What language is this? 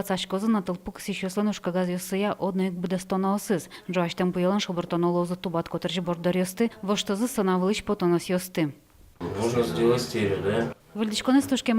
Udmurt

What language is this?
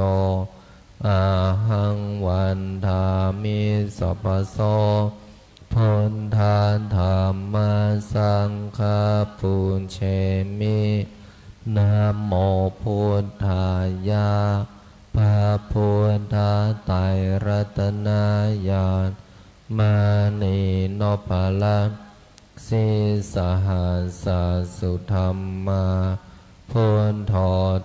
Pali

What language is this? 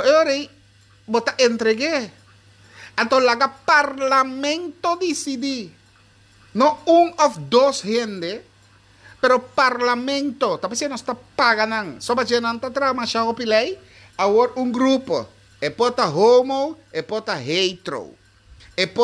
Papiamento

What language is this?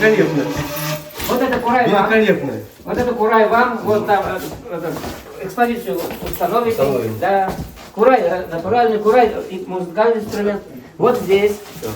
Bashkir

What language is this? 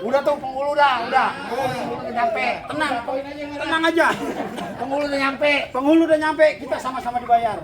Betawi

